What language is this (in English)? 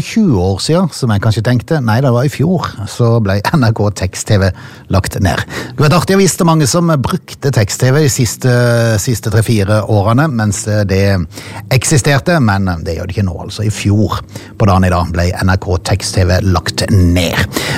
Norwegian